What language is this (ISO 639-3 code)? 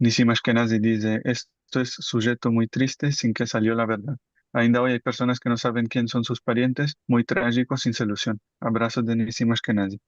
lad